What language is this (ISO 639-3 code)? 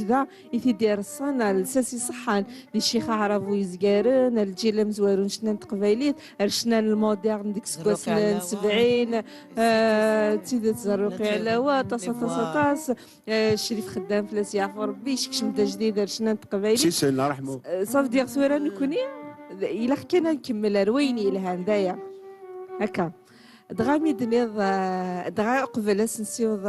kab